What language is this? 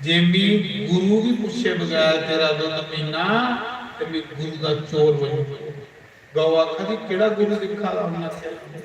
Dogri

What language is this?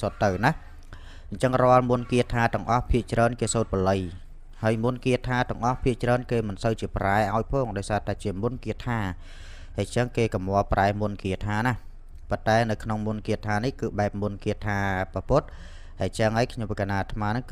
Khmer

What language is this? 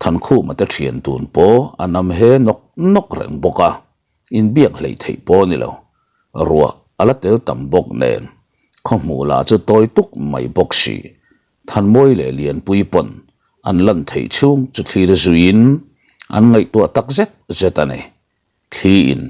Mizo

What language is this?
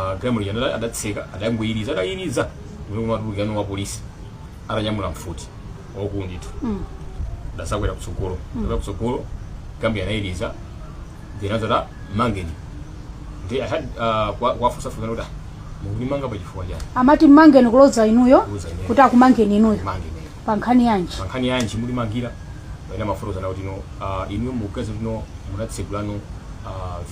Nyanja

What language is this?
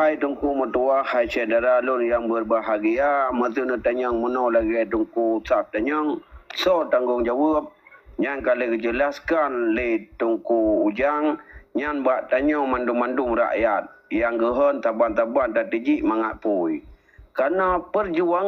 Achinese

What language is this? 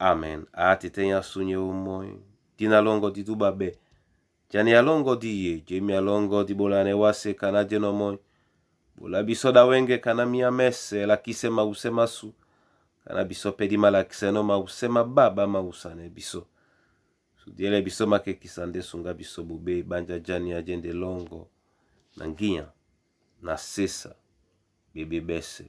Duala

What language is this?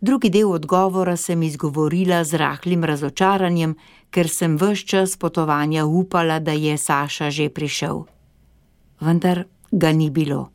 Slovenian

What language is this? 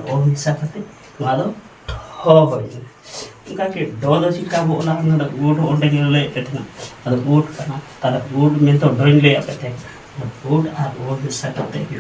Santali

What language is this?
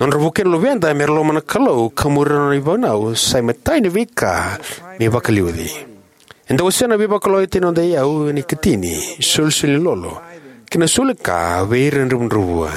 Fijian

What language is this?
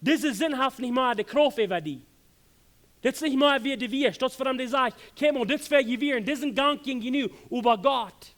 Plautdietsch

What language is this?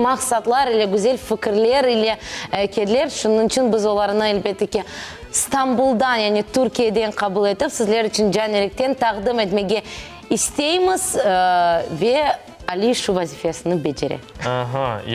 Crimean Tatar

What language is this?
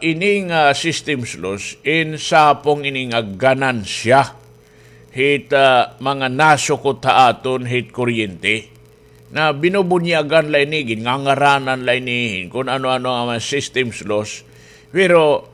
Waray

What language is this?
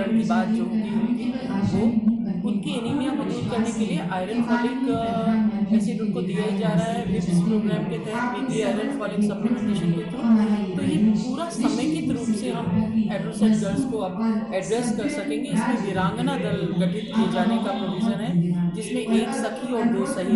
Hindi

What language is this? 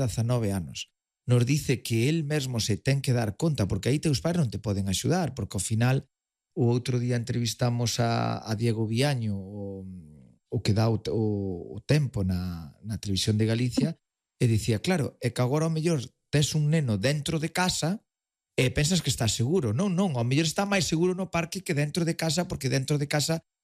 Galician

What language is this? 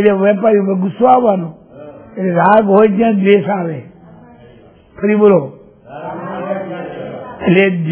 Gujarati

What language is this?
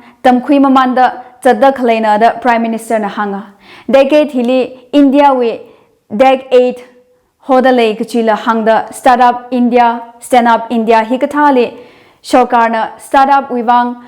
Tangkhul Naga (India)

